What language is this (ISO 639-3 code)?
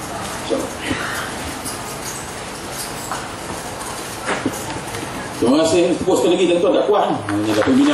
msa